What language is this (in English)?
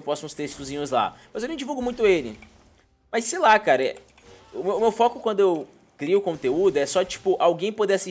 Portuguese